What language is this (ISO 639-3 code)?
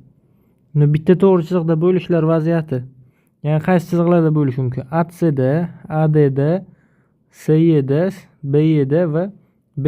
uzb